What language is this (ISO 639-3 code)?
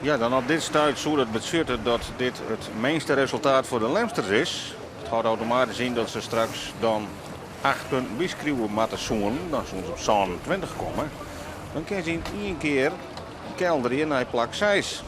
fry